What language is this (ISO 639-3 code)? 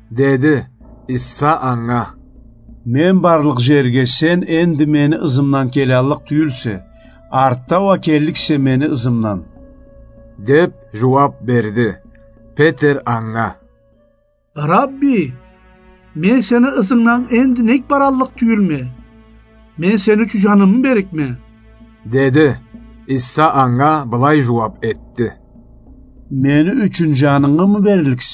krc